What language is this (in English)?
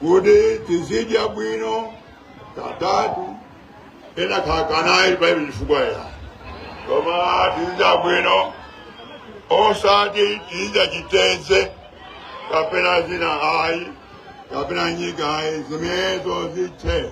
Nyanja